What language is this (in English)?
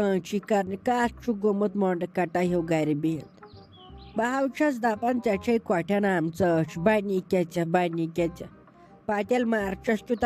Kashmiri